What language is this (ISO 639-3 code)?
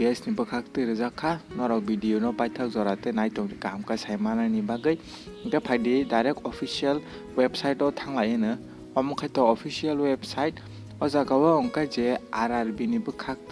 trp